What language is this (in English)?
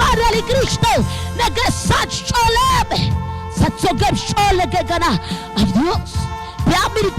Kekchí